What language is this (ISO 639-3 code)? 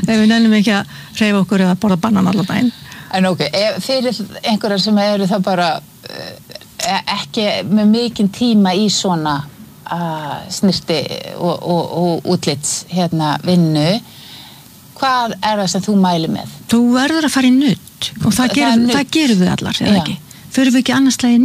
isl